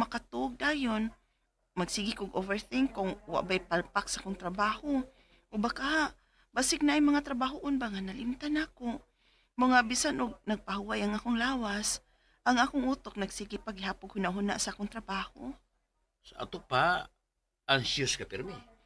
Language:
Cebuano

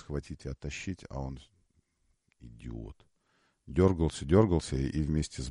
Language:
Russian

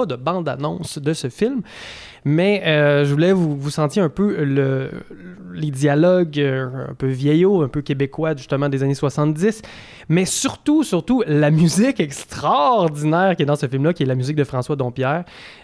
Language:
French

